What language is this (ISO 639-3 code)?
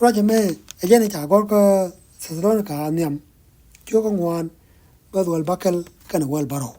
nus